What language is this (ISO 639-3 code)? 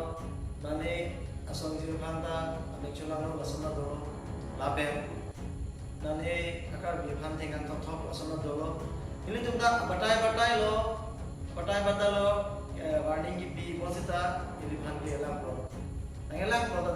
mjw